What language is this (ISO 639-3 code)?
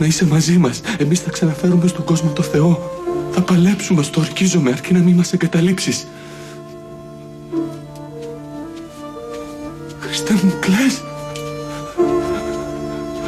ell